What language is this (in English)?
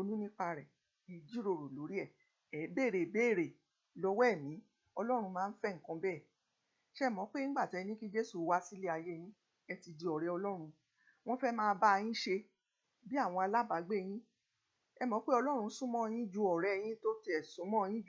Yoruba